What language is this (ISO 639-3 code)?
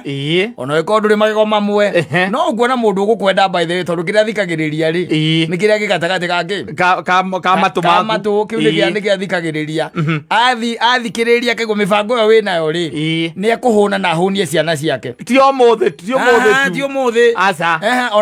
kik